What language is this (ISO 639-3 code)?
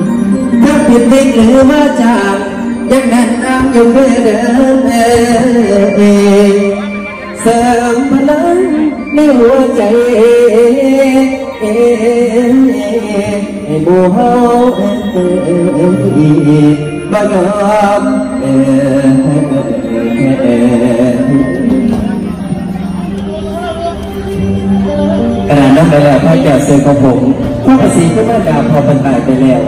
tha